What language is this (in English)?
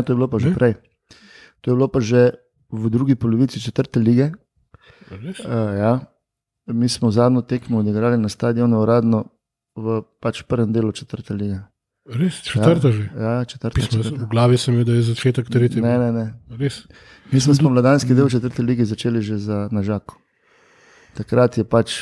Slovenian